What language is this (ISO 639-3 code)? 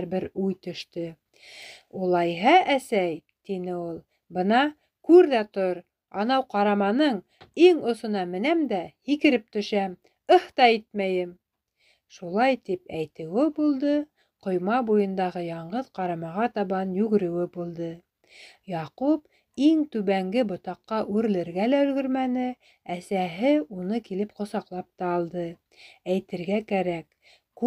bak